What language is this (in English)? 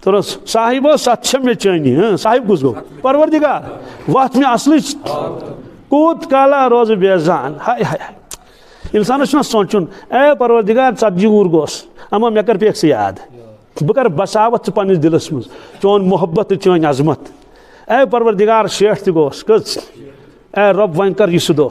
Kashmiri